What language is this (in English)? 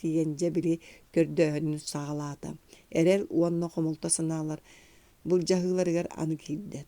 Yakut